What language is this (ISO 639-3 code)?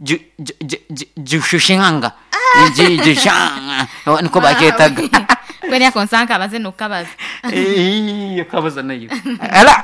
nyn